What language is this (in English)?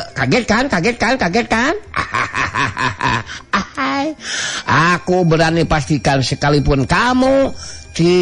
Sundanese